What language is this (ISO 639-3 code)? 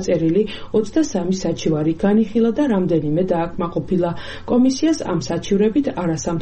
kat